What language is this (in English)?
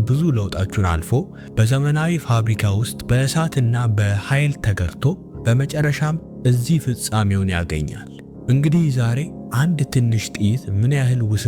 Amharic